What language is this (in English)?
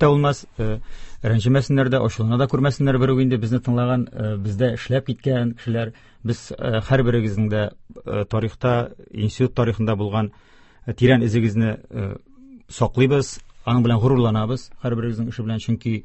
Tatar